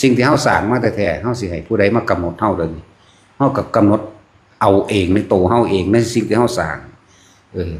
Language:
Northeastern Thai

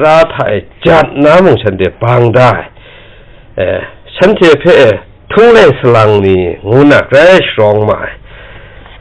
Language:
Kachin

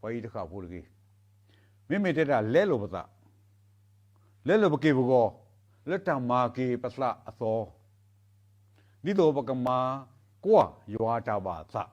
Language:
S'gaw Karen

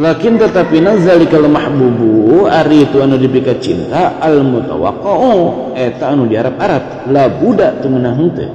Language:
Sundanese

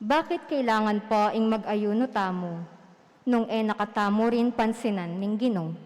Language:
Pampanga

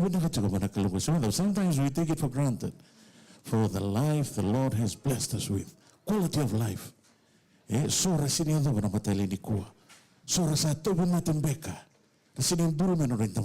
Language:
Fijian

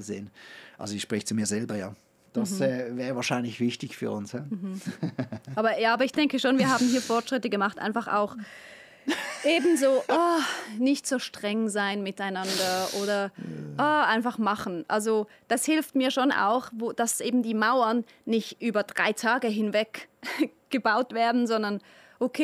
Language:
Swiss German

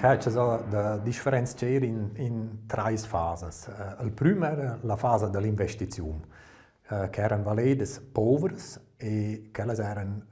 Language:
Romansh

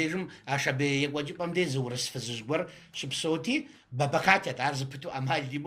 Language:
Kabardian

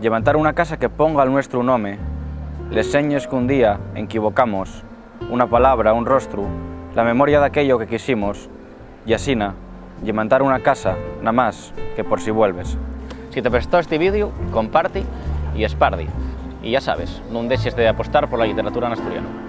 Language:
Asturian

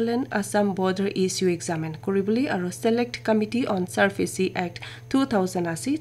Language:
Naga Pidgin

